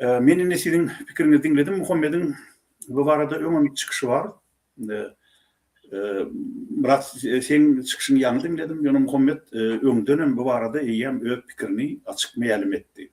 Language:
Turkmen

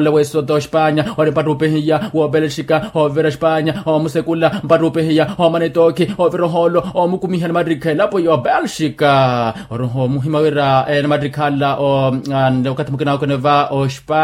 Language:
Makhuwa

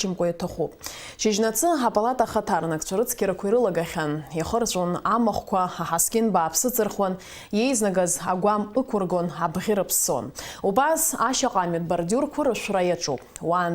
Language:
Abkhazian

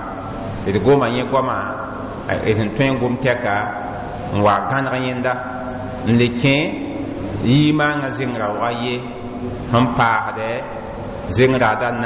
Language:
Mossi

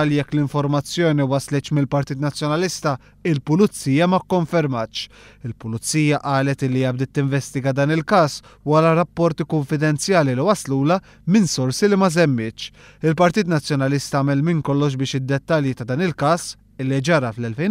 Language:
Maltese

